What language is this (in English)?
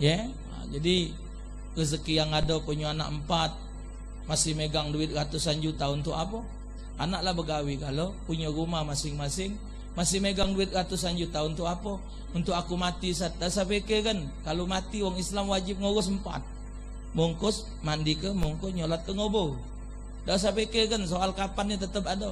Musi